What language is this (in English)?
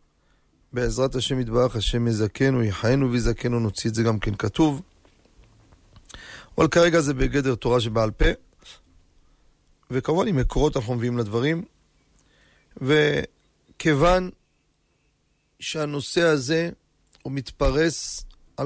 Hebrew